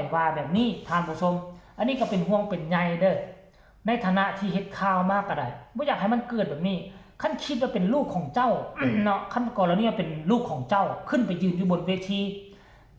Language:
Northeastern Thai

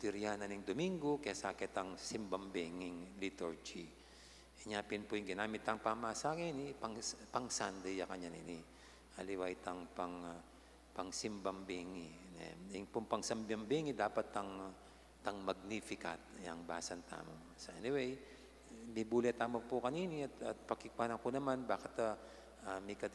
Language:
Pampanga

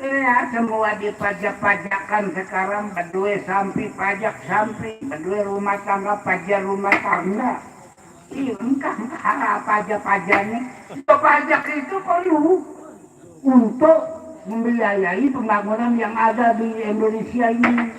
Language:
Sasak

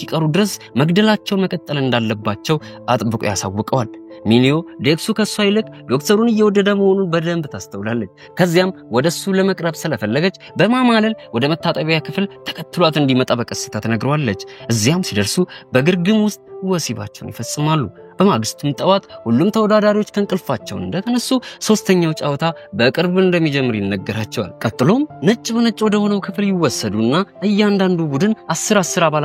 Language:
Amharic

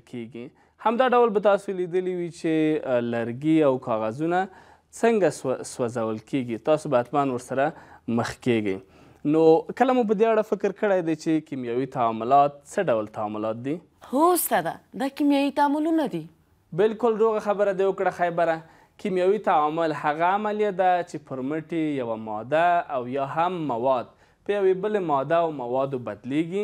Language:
Pashto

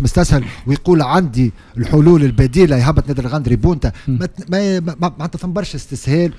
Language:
Tunisian Arabic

